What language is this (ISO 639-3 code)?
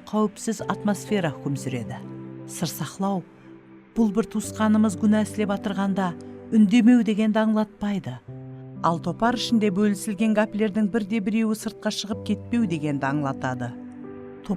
kaa